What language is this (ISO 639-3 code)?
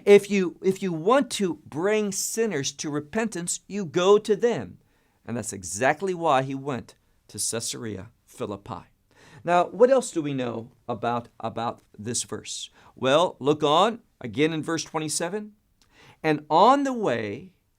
eng